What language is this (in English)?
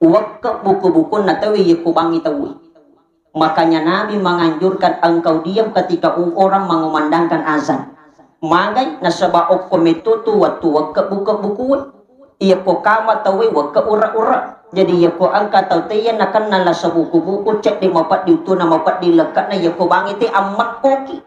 Buginese